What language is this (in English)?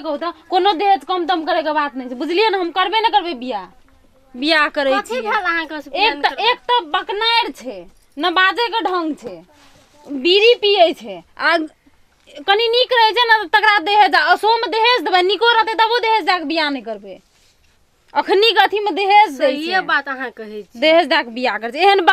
Maithili